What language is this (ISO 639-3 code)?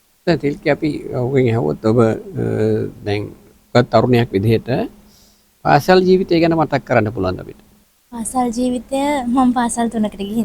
sin